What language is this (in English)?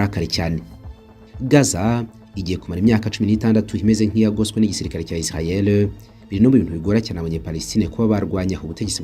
Kinyarwanda